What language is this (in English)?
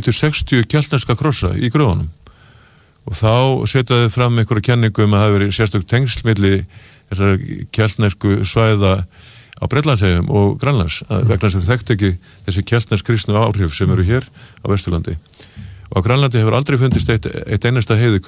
Icelandic